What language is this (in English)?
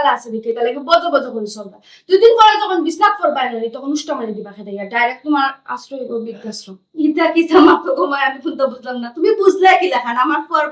Sylheti